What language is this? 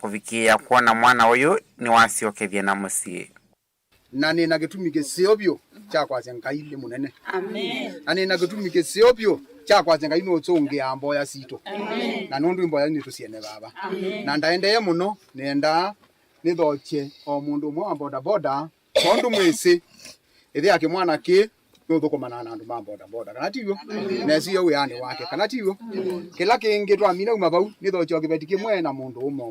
Kamba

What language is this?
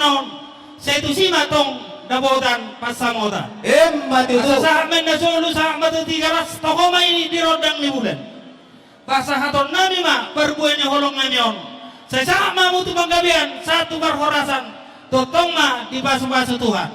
Batak Toba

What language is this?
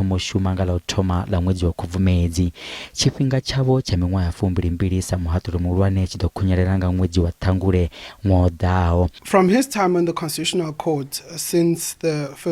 Venda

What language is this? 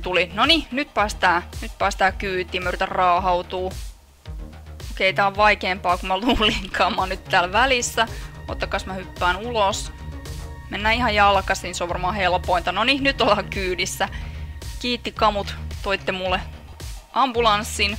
Finnish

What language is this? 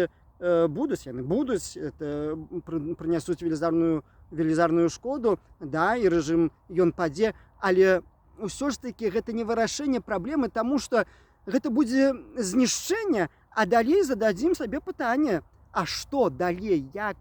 Belarusian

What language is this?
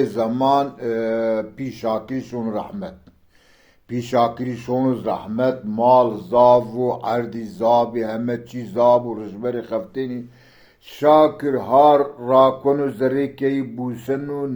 Zaza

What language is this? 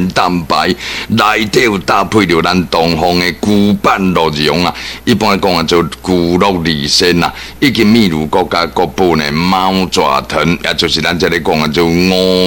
Min Nan Chinese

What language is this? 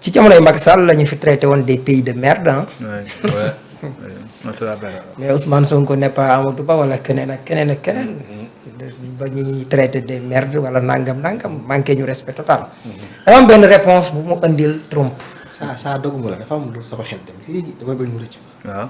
Wolof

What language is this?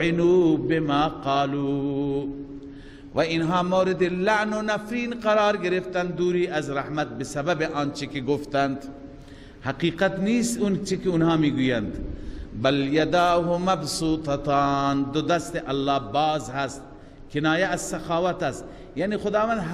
Persian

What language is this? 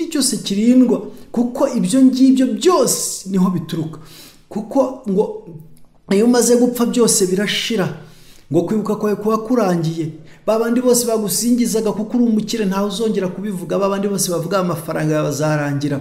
Kinyarwanda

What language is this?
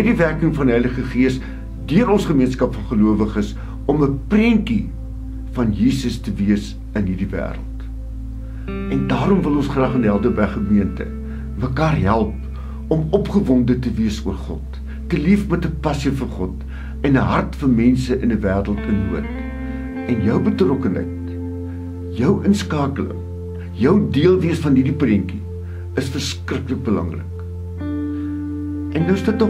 Afrikaans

